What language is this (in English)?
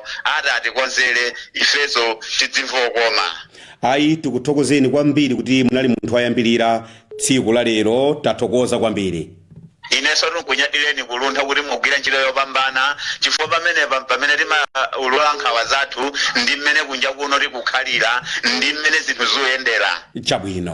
Nyanja